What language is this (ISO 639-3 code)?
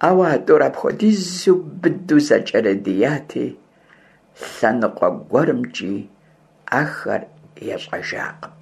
kbd